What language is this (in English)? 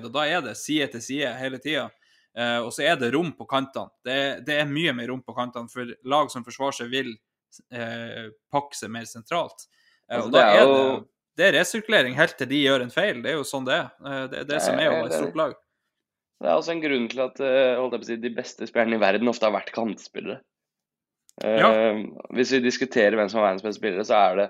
Norwegian